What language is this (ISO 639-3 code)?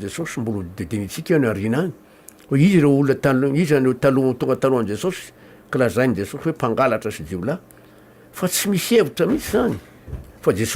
mlg